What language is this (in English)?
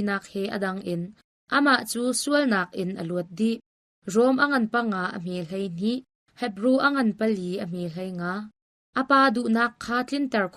Hakha Chin